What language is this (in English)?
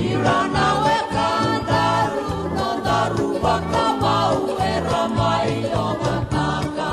Fijian